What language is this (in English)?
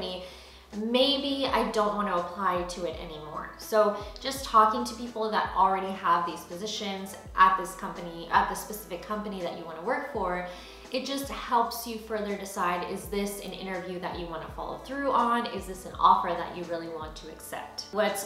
English